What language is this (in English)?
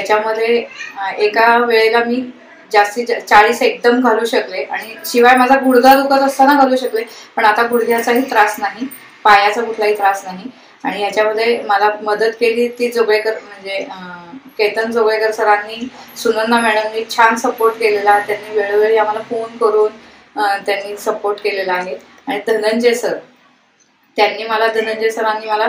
Marathi